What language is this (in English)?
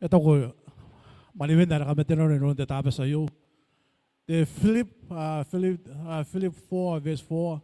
Gilbertese